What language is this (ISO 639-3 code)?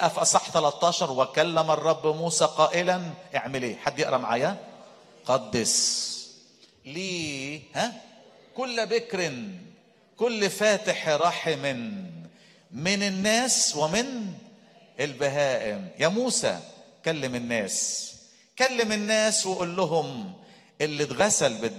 arz